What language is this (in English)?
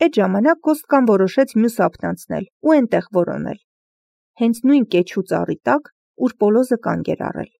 Armenian